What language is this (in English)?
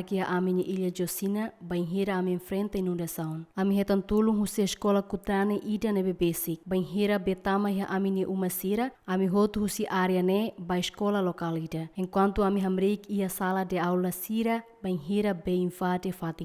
Tetum